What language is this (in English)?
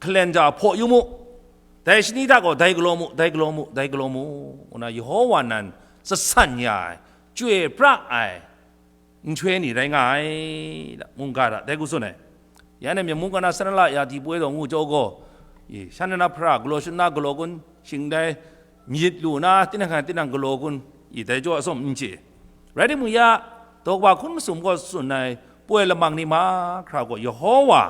Kachin